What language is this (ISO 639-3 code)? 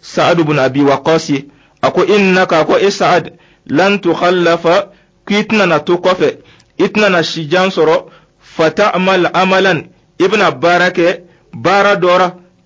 dyu